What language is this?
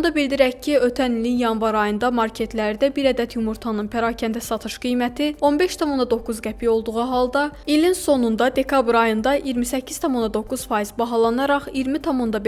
Azerbaijani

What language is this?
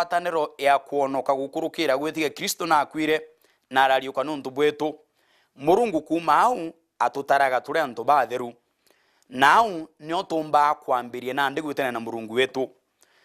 Meru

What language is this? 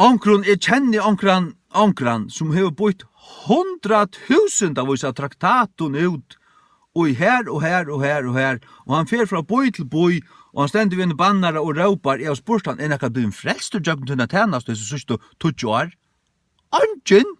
Faroese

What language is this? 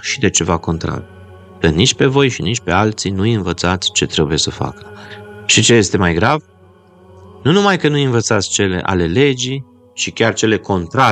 Romanian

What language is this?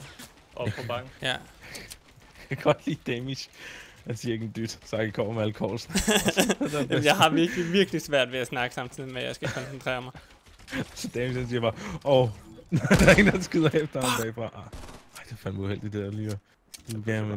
Danish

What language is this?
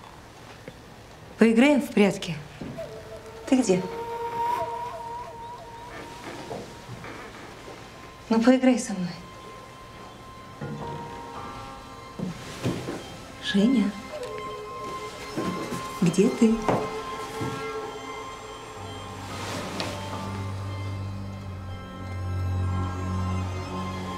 Russian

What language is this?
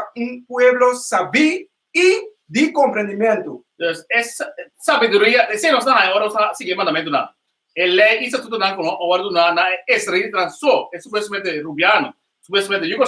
Papiamento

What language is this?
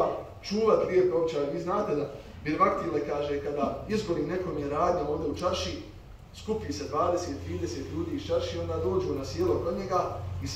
Bosnian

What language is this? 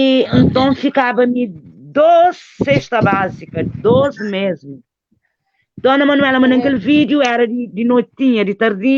Kabuverdianu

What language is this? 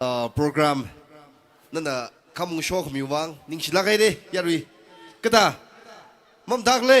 Tangkhul Naga (India)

